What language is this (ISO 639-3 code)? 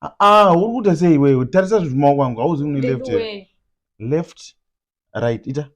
sna